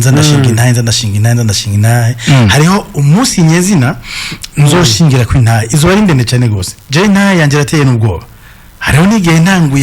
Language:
Rundi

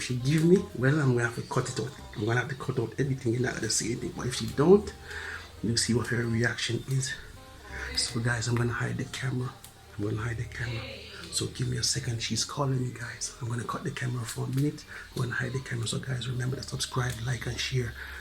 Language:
Jamaican Creole English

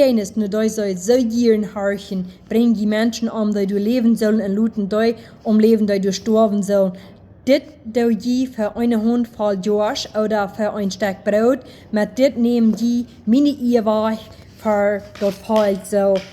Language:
Plautdietsch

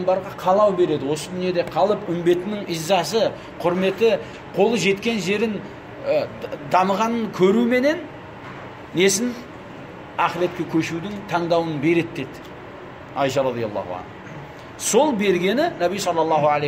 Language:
Kazakh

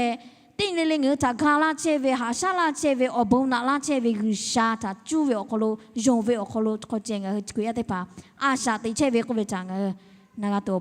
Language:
Lahu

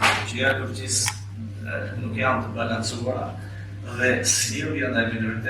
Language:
Albanian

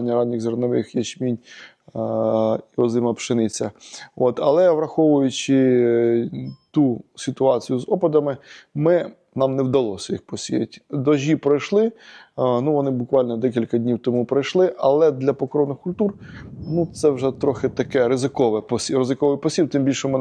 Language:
Ukrainian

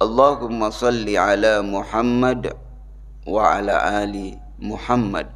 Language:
Buginese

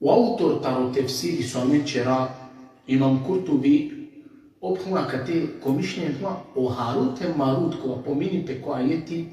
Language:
Balkan Romani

